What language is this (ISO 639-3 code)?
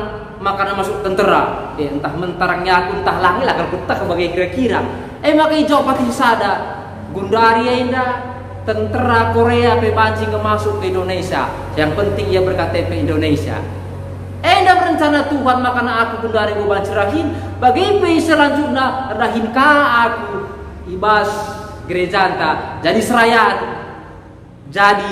btx